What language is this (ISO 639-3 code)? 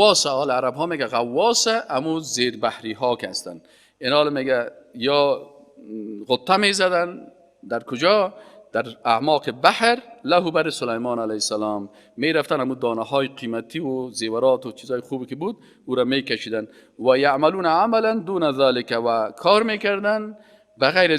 fas